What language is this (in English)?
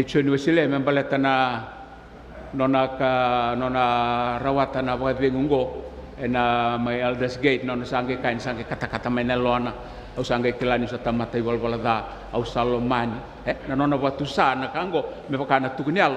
Fijian